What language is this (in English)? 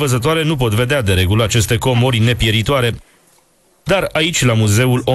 Romanian